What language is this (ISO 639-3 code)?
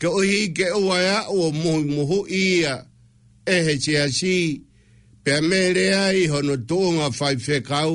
ton